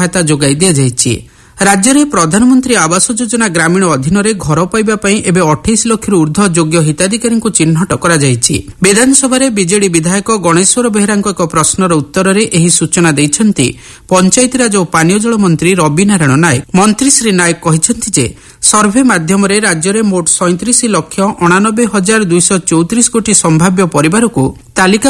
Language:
Odia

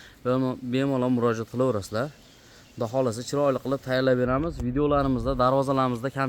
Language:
Uzbek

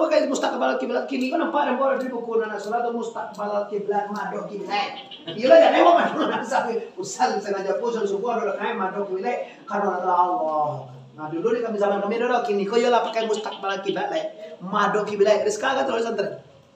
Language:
Minangkabau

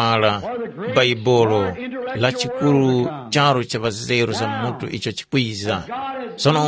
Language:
Tumbuka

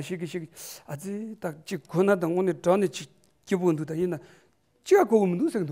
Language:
Tibetan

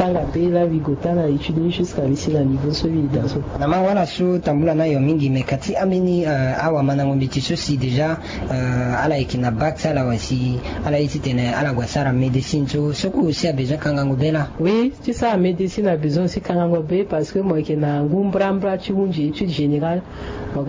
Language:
Sango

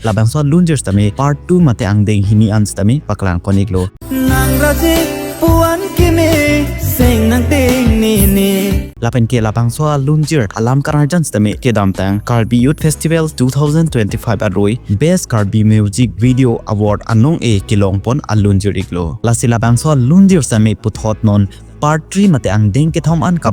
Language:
Karbi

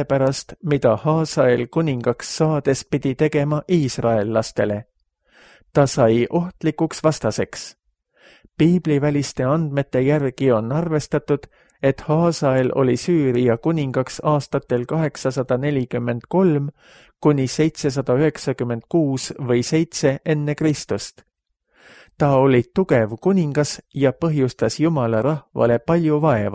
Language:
Estonian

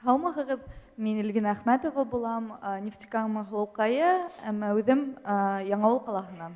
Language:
Bashkir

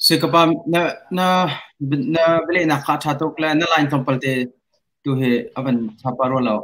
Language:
Hakha Chin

